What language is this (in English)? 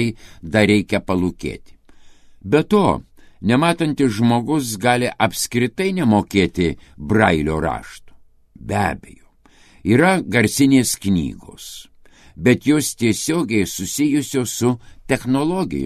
Lithuanian